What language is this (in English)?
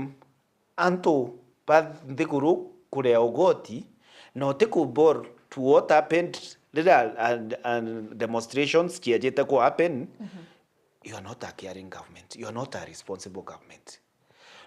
Meru